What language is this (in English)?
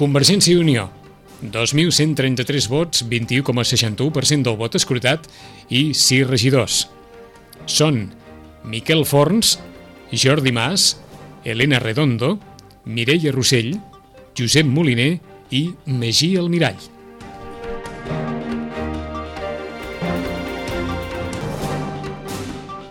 Catalan